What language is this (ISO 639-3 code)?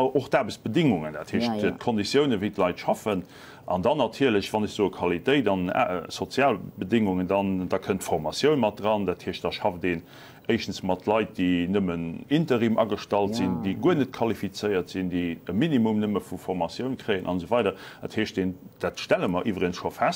ltz